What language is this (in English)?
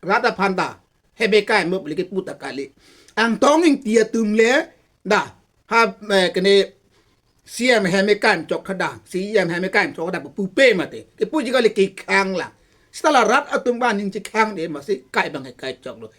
Karbi